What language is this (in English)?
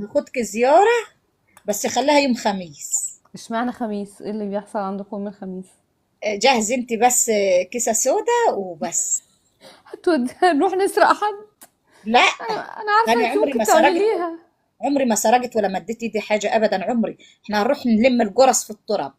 Egyptian Arabic